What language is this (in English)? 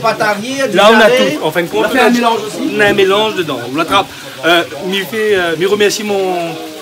Réunion Creole French